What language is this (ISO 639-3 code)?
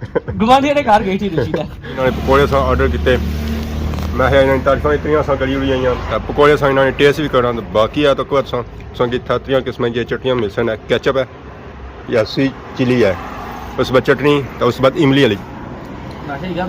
phr